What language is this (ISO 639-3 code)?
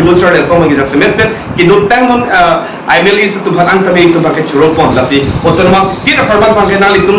mjw